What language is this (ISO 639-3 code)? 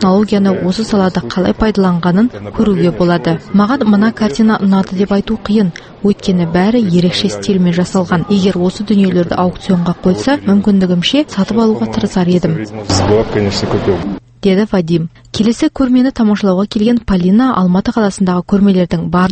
kaz